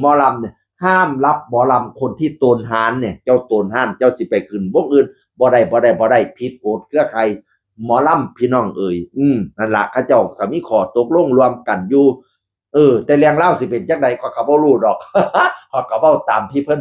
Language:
Northeastern Thai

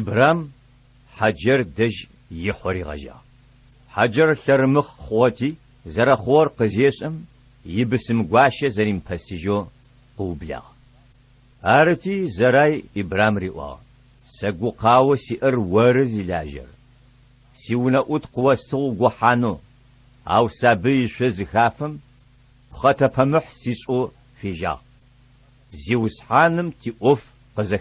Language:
Adyghe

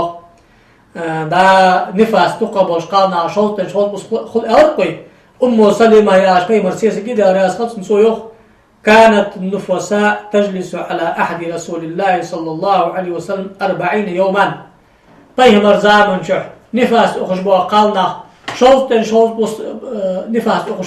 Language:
Ingush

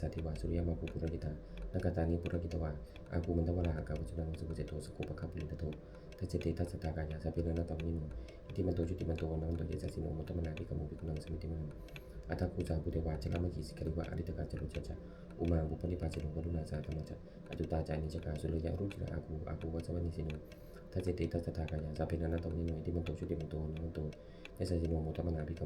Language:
Pali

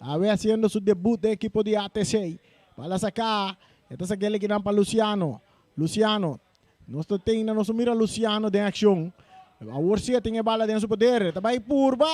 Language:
Papiamento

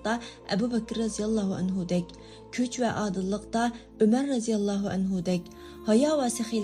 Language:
Uyghur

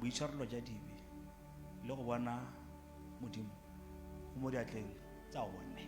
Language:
Tswana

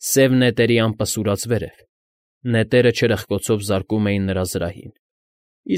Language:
Armenian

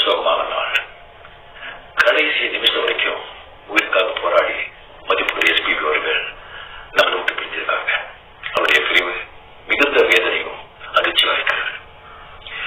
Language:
Tamil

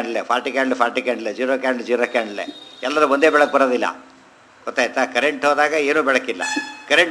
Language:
Kannada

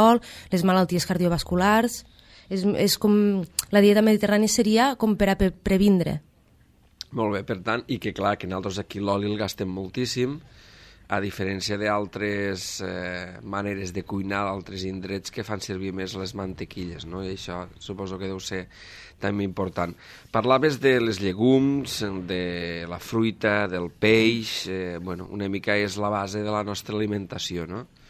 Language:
Catalan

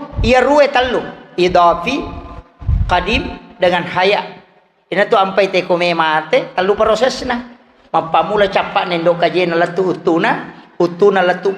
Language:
Buginese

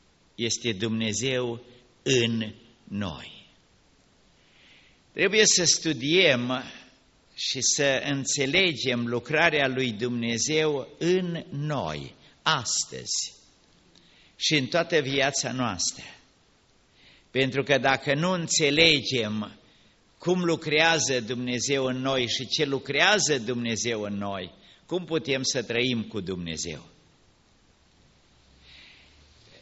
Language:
Romanian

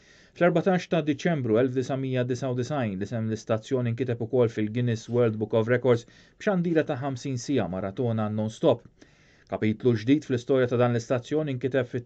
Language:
Maltese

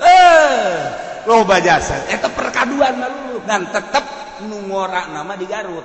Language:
Sundanese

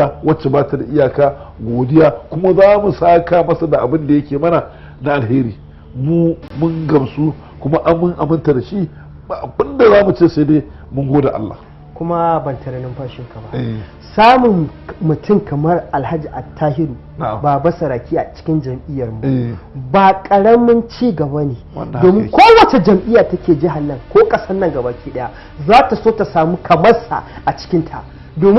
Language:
Hausa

